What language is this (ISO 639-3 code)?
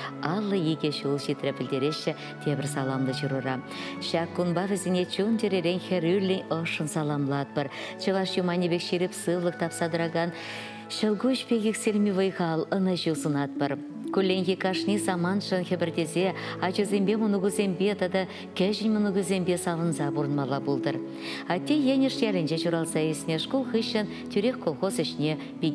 chv